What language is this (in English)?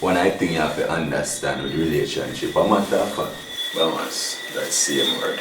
Jamaican Creole English